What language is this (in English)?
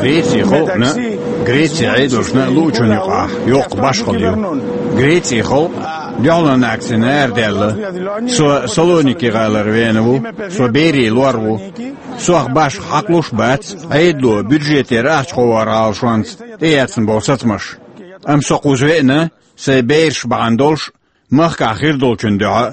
Chechen